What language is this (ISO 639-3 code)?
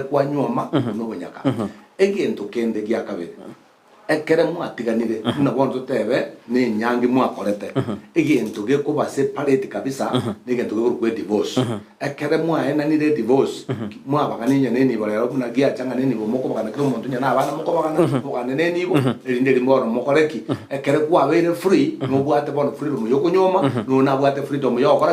guz